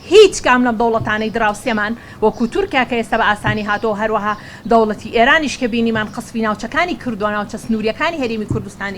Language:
Central Kurdish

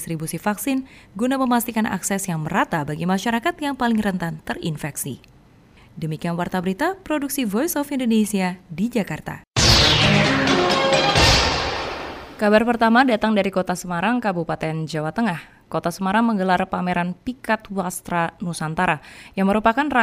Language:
Indonesian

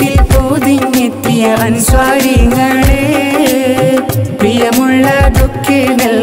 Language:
Malayalam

